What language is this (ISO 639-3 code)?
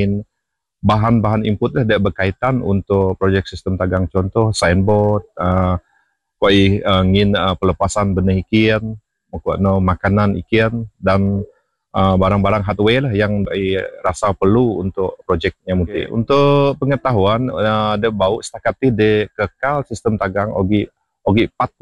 msa